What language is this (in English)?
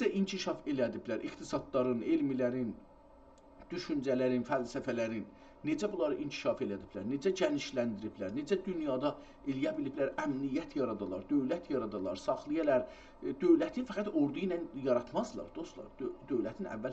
South Azerbaijani